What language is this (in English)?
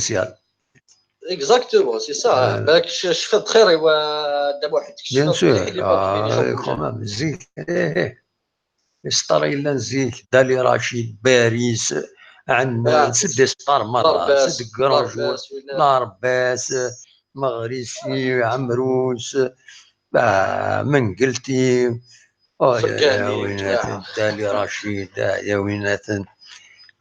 Kabyle